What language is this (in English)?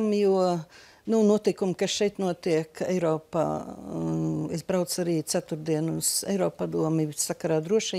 Latvian